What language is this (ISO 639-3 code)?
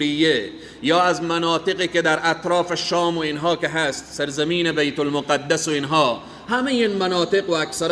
fas